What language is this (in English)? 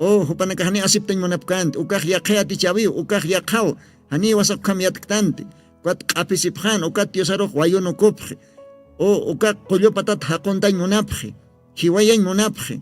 Aymara